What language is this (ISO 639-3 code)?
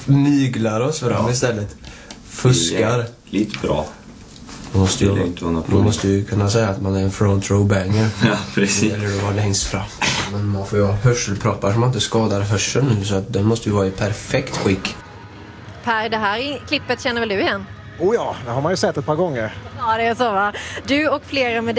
swe